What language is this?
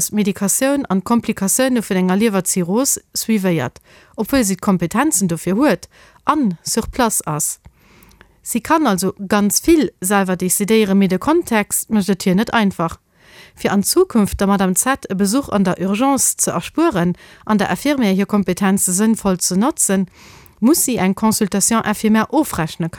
Luxembourgish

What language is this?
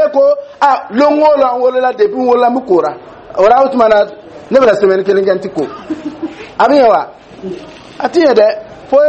Dyula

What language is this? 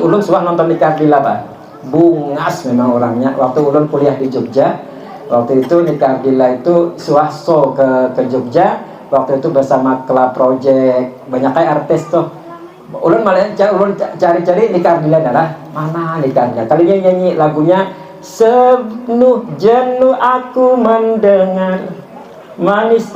Banjar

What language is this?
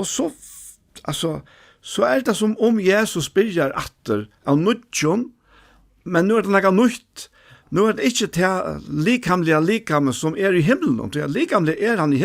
Faroese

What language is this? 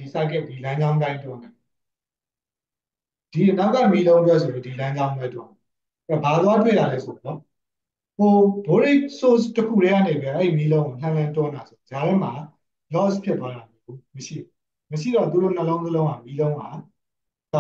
Burmese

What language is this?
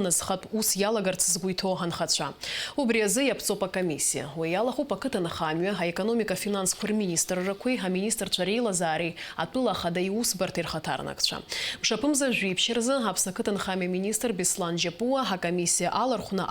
Abkhazian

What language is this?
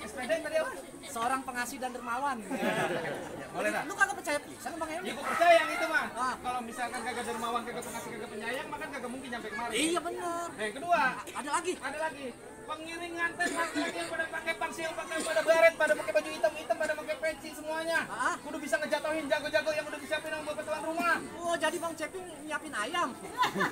Betawi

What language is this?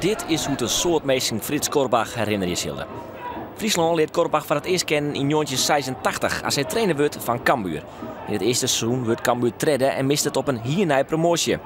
Western Frisian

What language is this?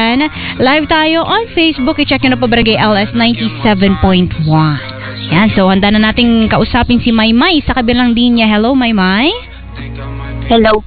Filipino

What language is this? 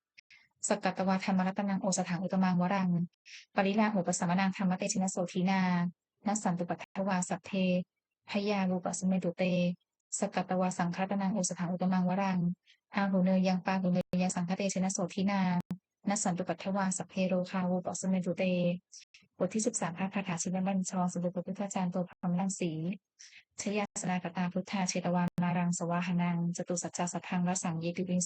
Pali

